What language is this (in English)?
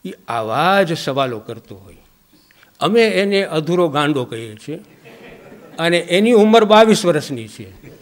Gujarati